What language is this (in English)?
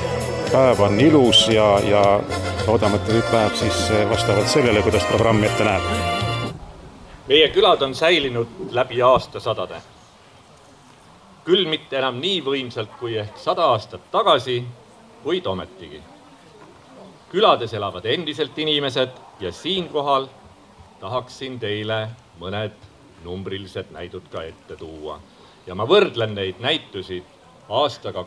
Estonian